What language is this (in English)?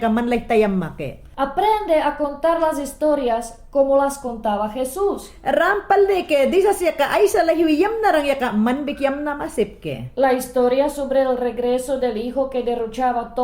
Mayangna